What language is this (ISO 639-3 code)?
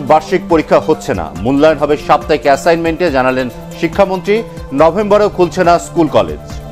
ben